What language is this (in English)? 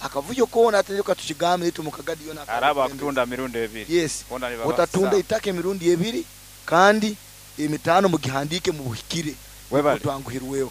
Nyankole